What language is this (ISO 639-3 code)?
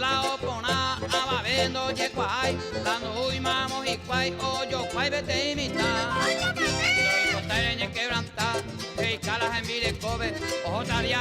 grn